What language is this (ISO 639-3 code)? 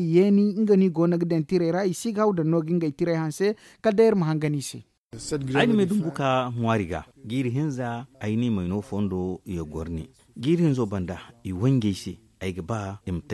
dje